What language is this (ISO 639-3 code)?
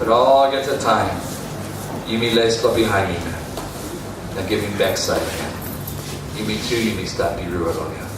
tpi